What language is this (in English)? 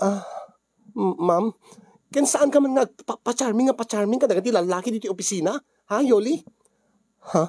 Iloko